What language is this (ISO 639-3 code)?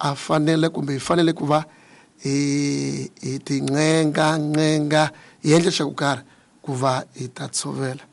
tso